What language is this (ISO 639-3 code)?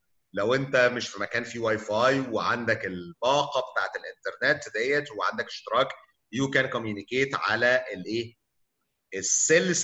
arz